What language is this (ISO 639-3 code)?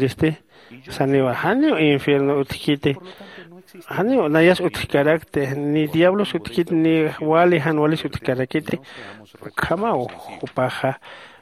aym